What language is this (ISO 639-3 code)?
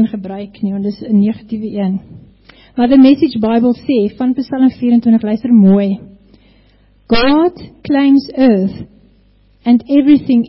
afr